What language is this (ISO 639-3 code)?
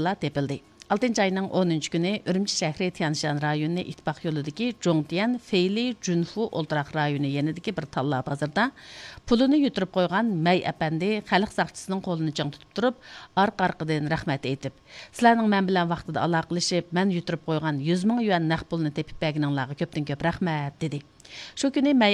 uig